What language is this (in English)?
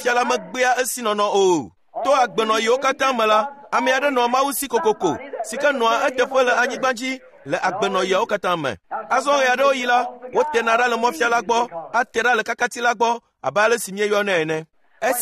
Ewe